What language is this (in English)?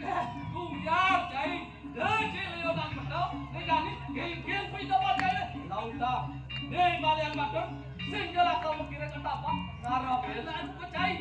Balinese